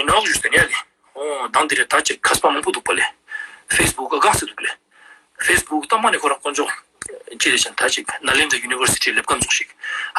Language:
Ladakhi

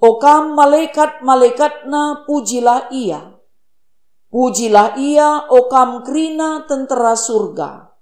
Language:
Batak Karo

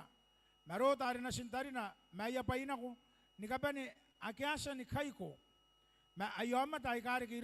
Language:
Gilbertese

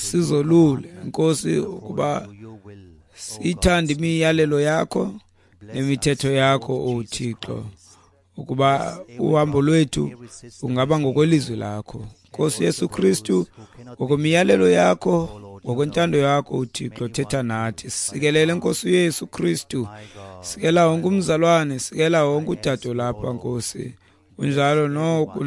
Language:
Xhosa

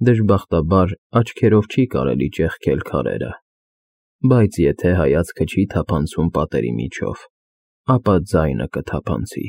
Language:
Armenian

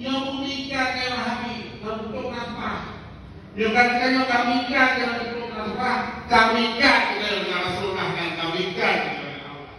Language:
Achinese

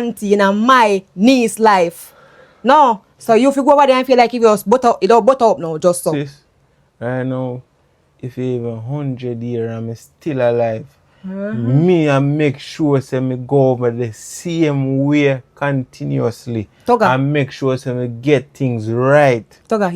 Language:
Jamaican Creole English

